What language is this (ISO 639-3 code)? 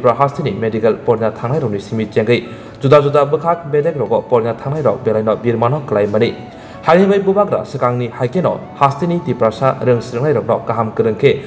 trp